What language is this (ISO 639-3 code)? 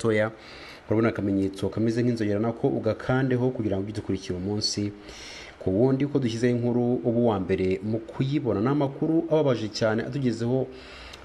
kin